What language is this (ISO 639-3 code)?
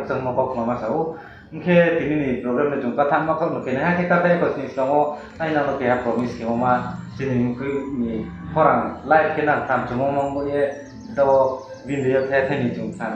ria